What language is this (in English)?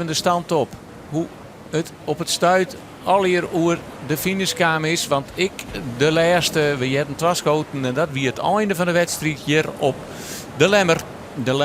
Western Frisian